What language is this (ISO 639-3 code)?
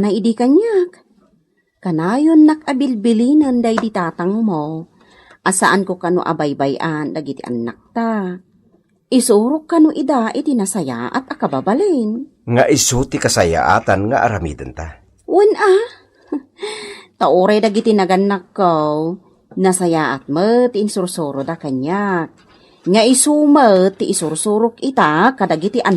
ilo